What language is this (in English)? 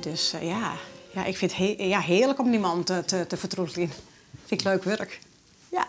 Western Frisian